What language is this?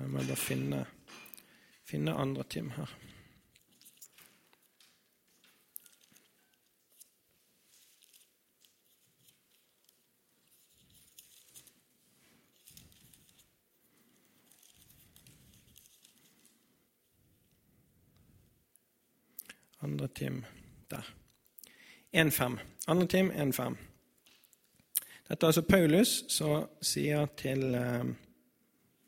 Norwegian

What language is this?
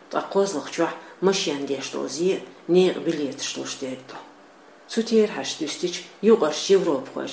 Chechen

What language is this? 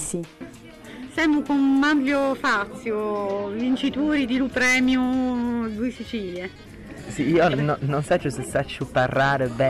Sicilian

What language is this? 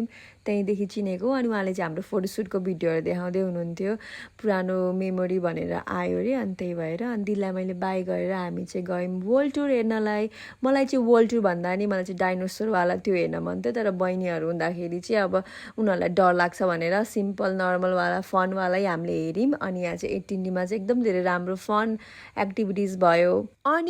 Nepali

